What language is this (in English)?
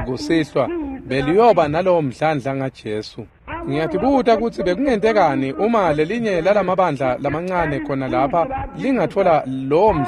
Swati